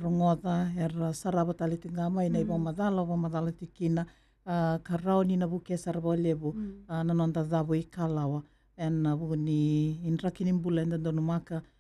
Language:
Fijian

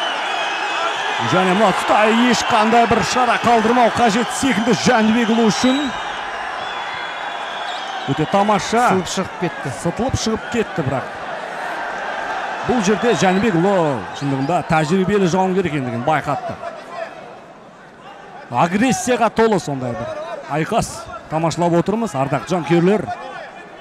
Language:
Kazakh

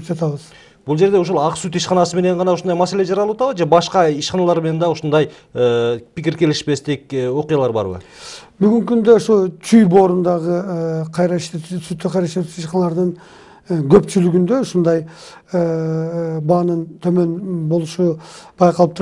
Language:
Kyrgyz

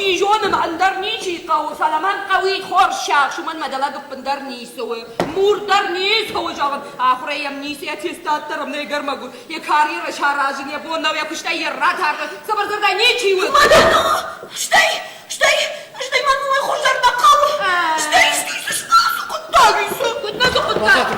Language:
Ossetic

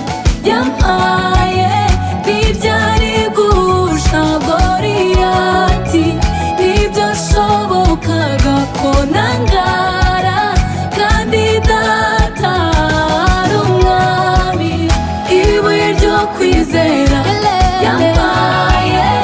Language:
Kinyarwanda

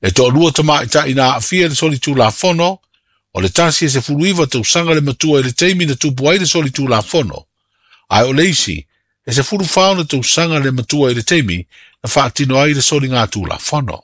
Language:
Samoan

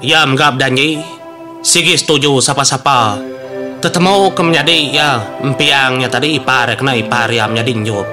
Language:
Iban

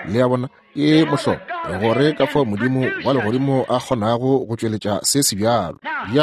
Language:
Northern Sotho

